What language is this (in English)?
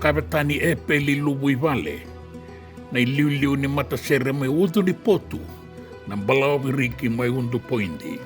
Fijian